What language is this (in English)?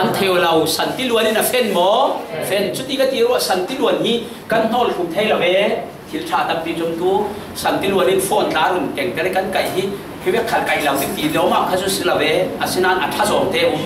Falam Chin